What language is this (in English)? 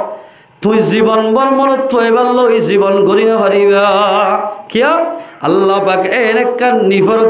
Rohingya